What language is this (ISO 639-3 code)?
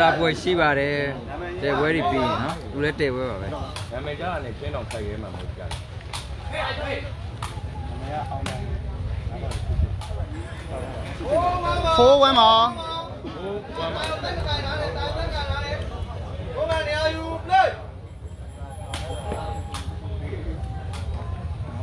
mya